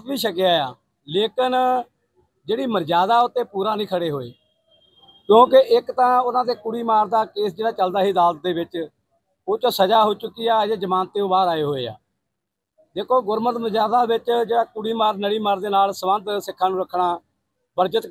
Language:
Punjabi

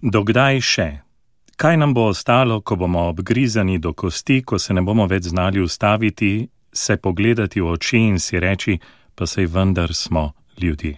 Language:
Slovenian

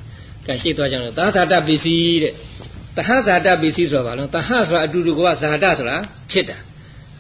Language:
Burmese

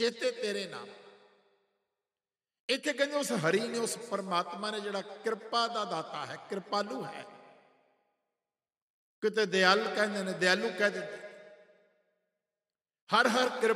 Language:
Punjabi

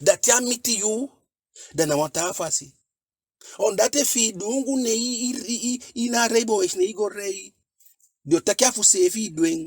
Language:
Eastern Maroon Creole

